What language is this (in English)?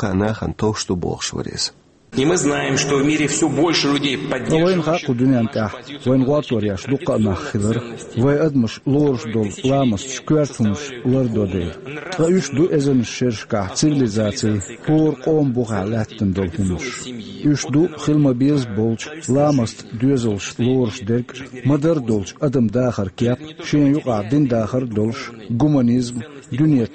Chechen